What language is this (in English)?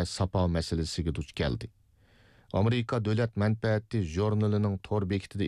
Uyghur